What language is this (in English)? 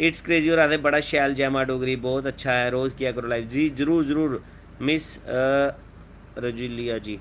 Dogri